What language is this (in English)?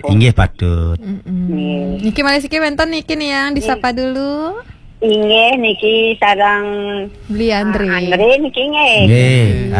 Balinese